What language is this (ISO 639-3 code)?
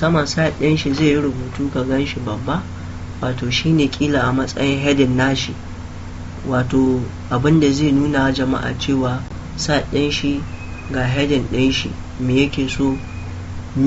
hau